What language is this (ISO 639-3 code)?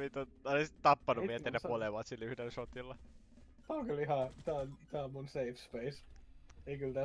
fin